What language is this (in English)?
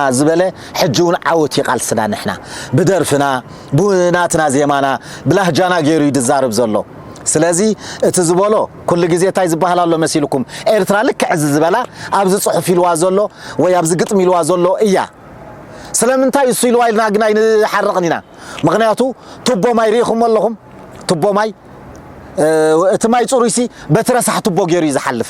Tigrinya